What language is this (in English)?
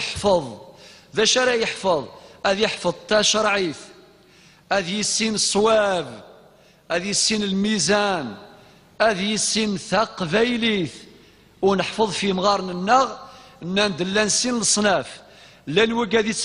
Kabyle